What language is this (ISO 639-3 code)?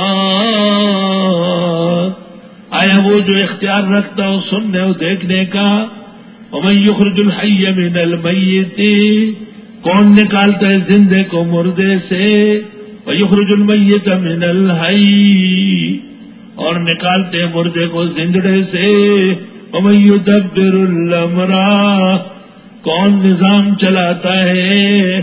urd